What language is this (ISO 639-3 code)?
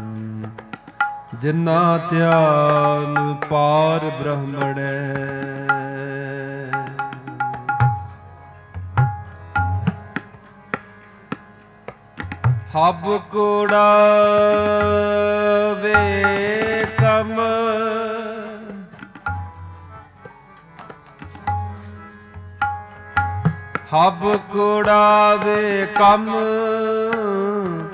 pan